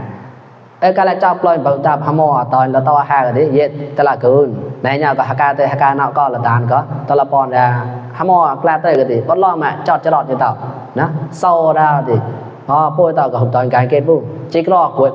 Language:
Mon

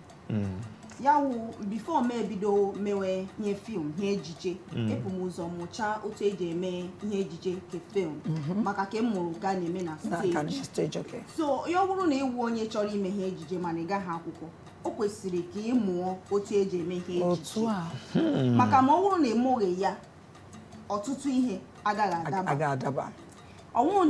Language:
Igbo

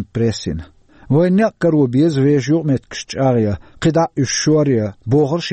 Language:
Chechen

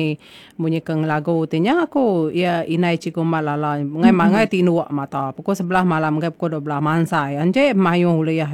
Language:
Iban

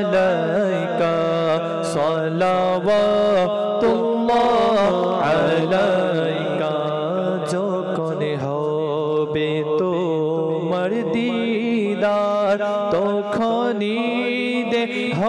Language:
Bangla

